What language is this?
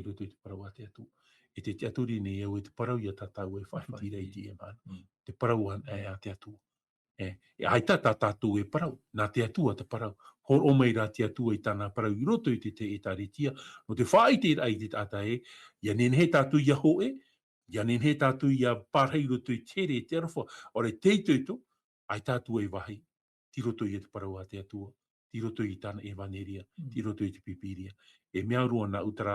Tahitian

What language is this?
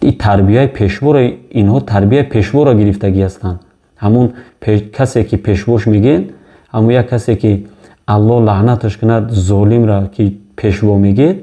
Tajik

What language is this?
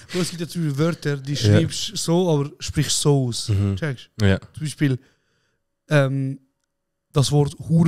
Swiss German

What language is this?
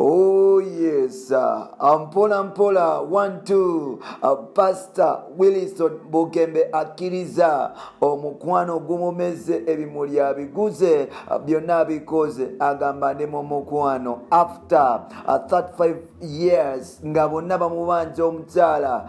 Ganda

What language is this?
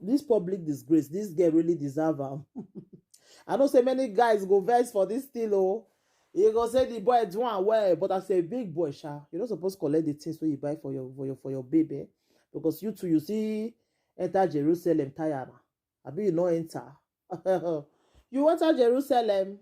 Nigerian Pidgin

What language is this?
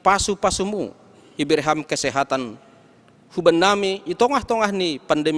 Batak Simalungun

